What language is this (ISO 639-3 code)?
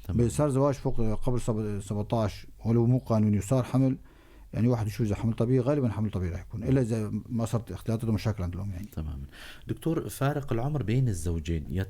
apc